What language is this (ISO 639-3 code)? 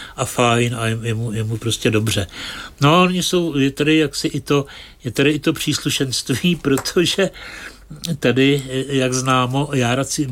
ces